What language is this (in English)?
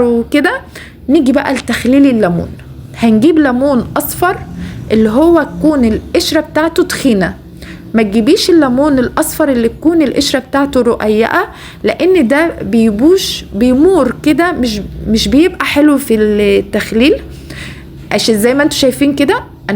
Egyptian Arabic